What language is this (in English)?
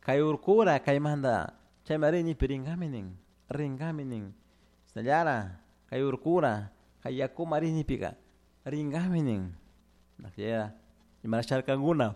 Chimborazo Highland Quichua